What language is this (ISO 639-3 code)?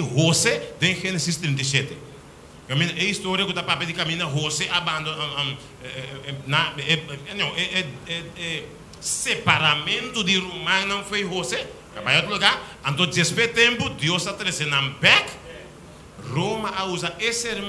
pap